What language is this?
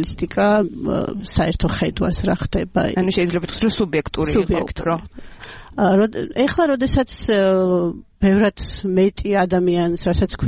Georgian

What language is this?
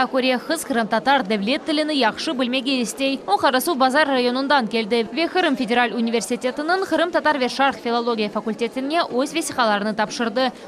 Crimean Tatar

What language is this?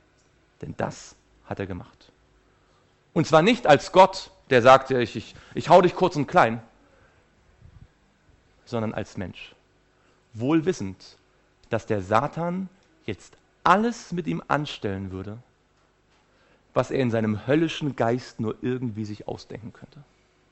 German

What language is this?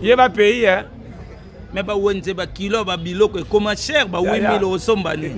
Lingala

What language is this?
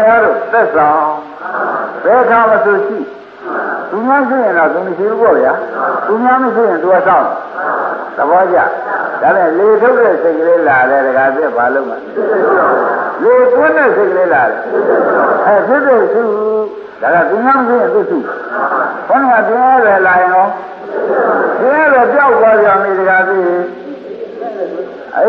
Burmese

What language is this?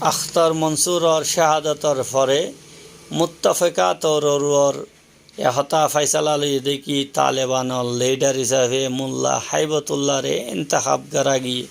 Rohingya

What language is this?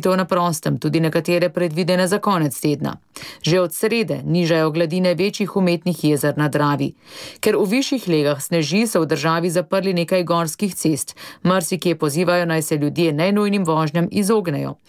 Slovenian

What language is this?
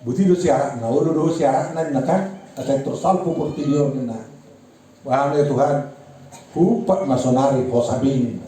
Batak Toba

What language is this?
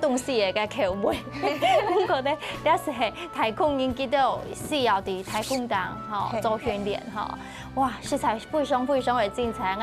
Hakka Chinese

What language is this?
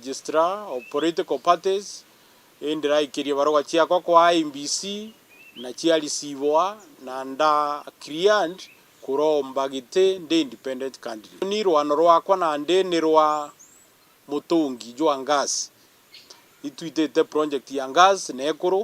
Meru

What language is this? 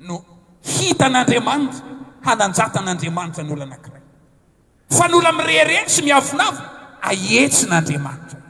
Malagasy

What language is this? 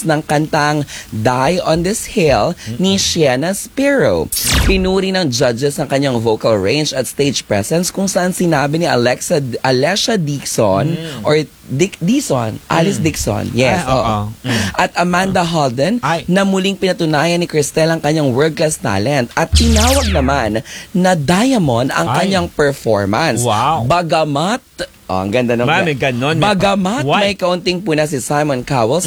Filipino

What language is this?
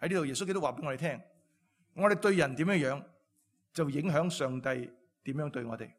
Cantonese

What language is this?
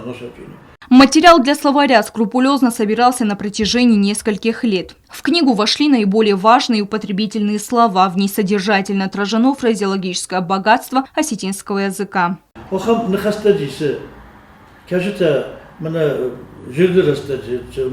Ossetic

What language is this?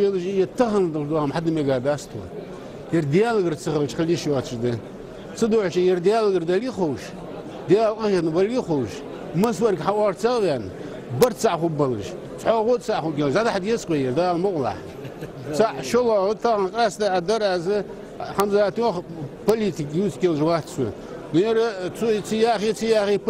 Ingush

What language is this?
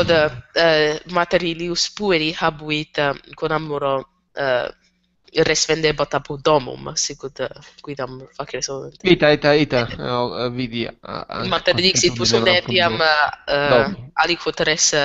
Latin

